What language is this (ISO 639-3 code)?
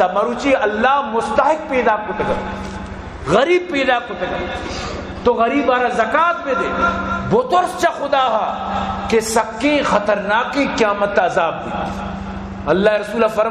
bgp